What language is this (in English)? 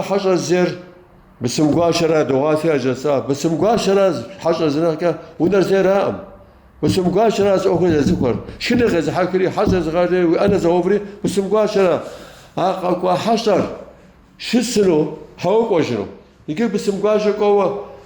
Kabardian